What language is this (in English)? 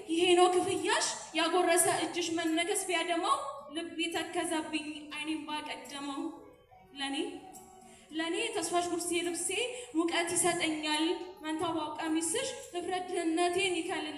Amharic